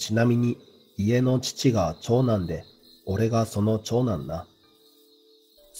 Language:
Japanese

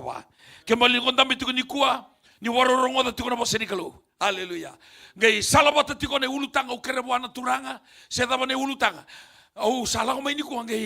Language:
Fijian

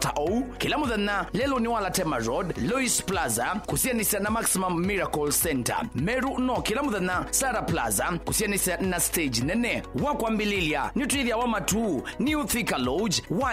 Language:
Kamba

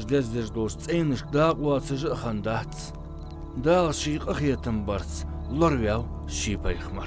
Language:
Ingush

